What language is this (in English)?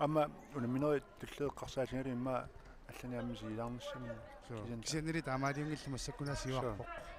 Kalaallisut